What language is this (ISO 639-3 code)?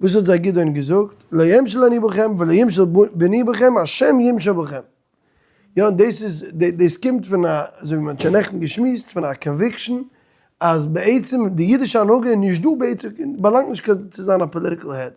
yid